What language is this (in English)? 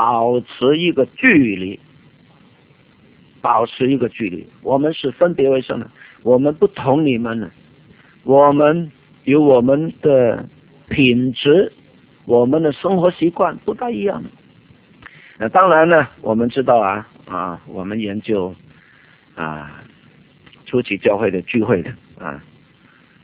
Chinese